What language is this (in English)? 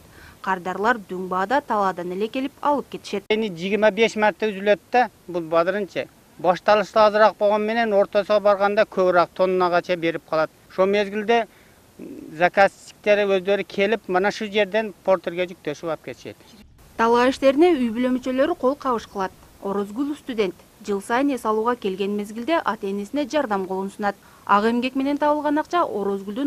Kyrgyz